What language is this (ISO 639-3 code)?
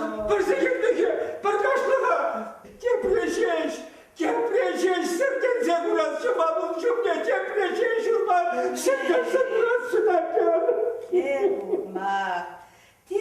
chv